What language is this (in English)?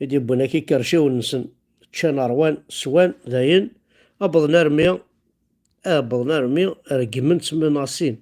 Kabyle